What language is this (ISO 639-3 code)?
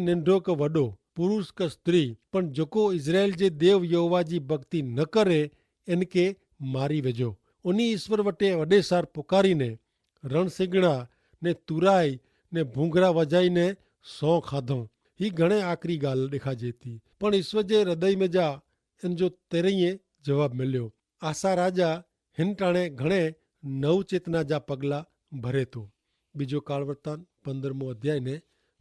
kfr